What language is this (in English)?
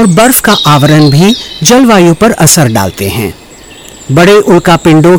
Hindi